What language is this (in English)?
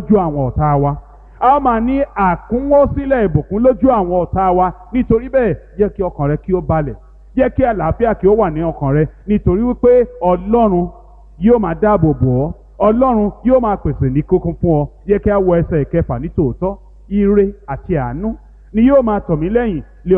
Yoruba